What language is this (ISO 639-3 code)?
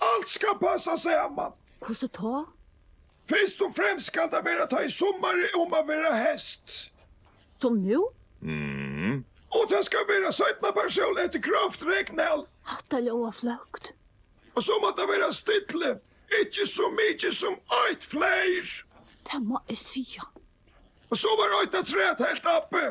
fao